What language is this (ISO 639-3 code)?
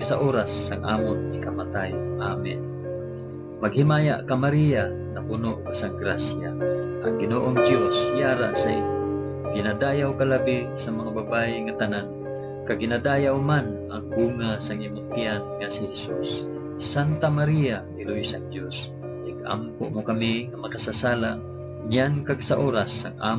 hil